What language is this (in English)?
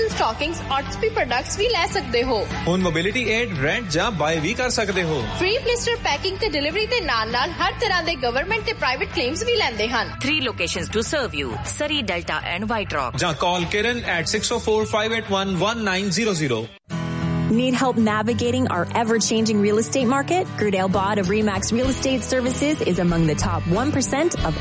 Punjabi